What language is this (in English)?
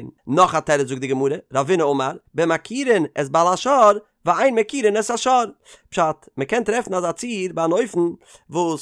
Yiddish